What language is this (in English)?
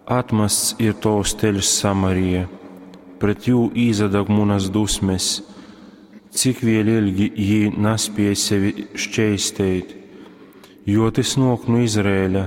Latgalian